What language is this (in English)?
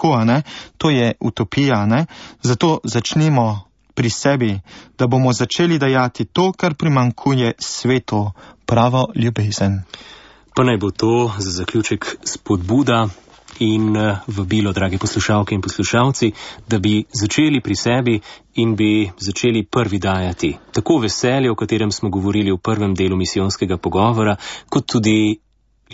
Slovenian